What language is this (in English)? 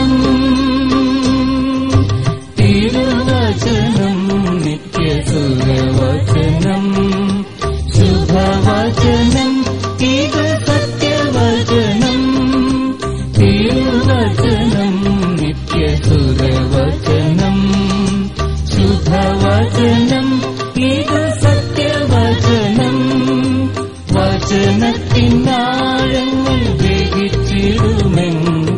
Malayalam